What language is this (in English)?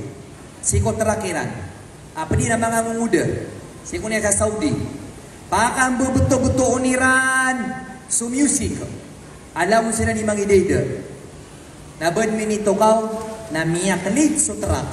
Maranao